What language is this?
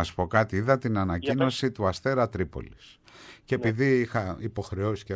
Greek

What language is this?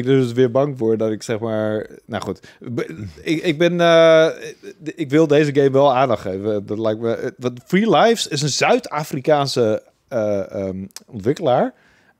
Dutch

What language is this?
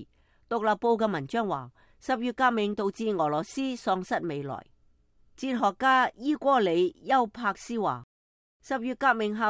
Cantonese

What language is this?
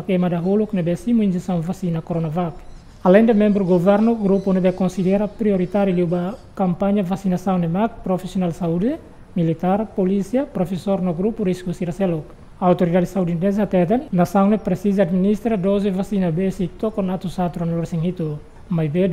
Tetum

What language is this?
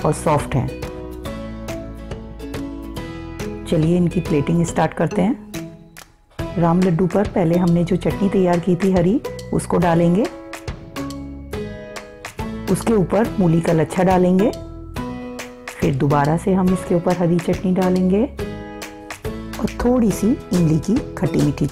Hindi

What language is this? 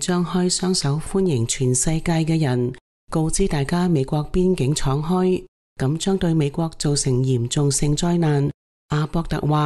Cantonese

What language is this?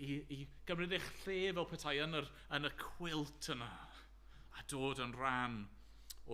Welsh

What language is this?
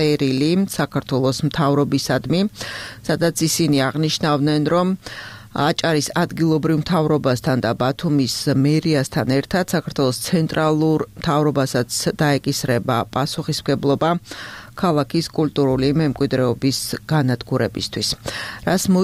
Georgian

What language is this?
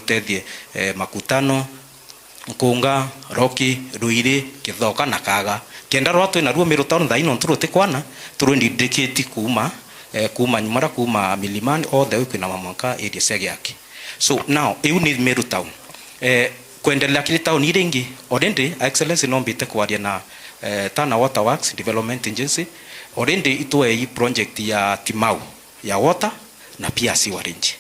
Meru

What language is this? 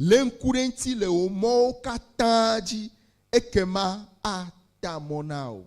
Ewe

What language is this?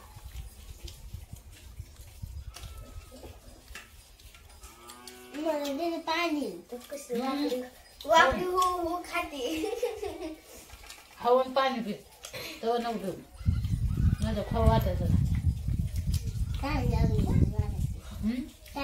Marathi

